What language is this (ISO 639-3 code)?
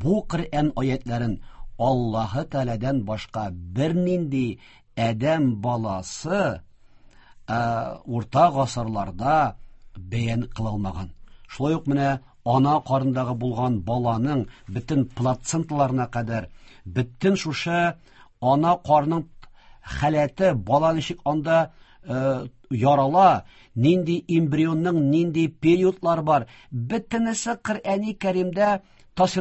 tat